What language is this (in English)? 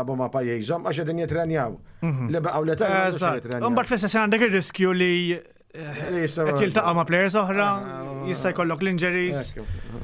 Maltese